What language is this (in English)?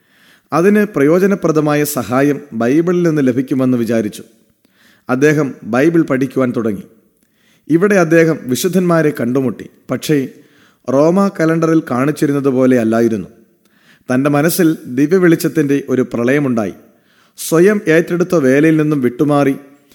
Malayalam